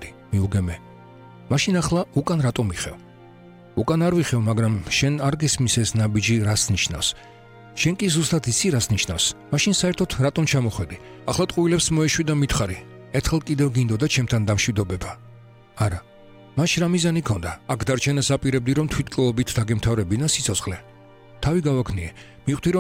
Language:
Georgian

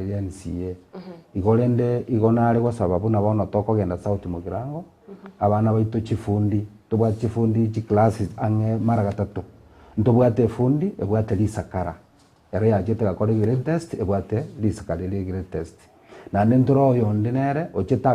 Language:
Gusii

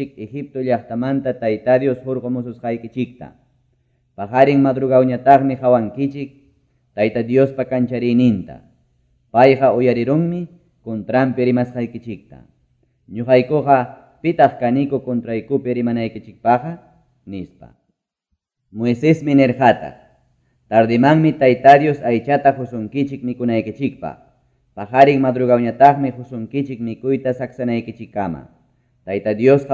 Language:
Quechua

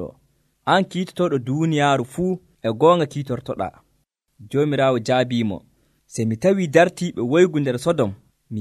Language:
Nigerian Fulfulde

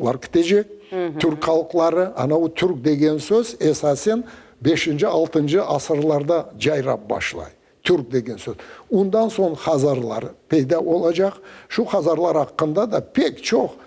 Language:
Crimean Tatar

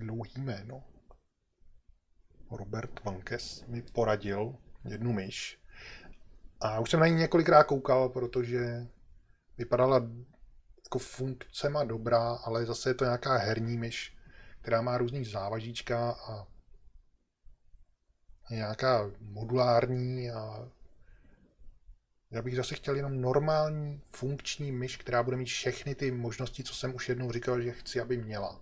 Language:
Czech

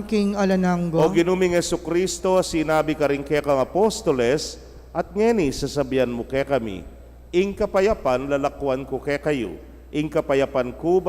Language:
Pampanga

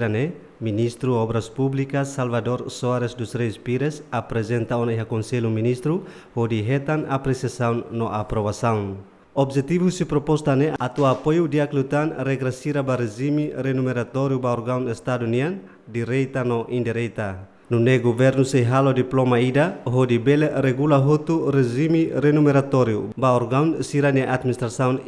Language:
Tetum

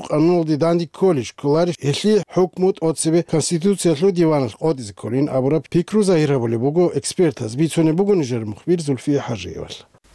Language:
Avaric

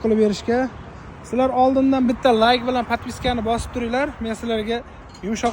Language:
Uzbek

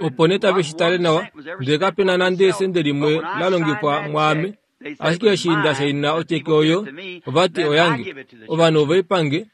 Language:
Kuanyama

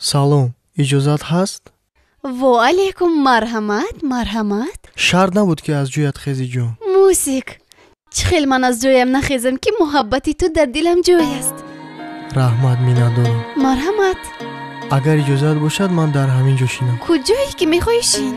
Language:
Tajik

